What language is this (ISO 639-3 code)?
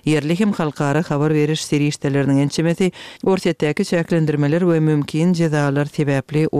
kir